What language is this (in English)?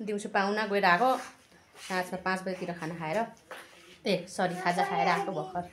Nepali